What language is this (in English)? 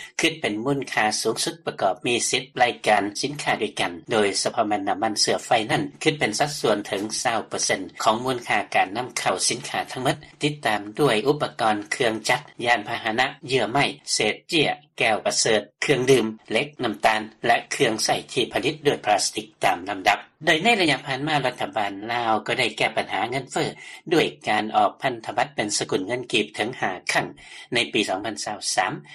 Lao